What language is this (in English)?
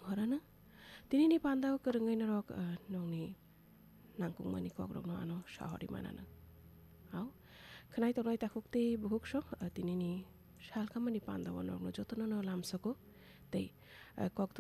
Kok Borok